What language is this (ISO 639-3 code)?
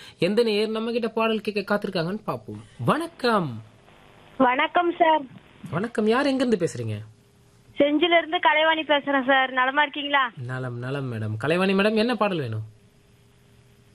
tam